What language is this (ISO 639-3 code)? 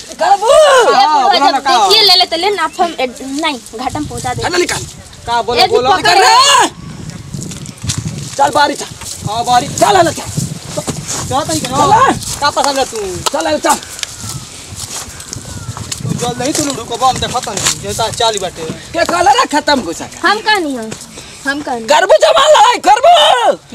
bho